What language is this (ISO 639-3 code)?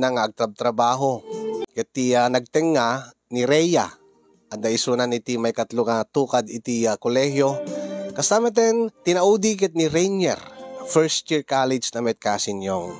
ilo